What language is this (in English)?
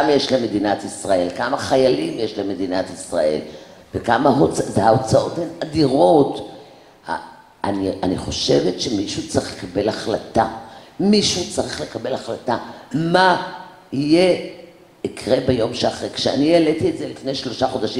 Hebrew